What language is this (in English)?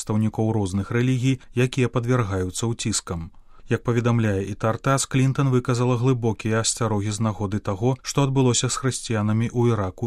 Belarusian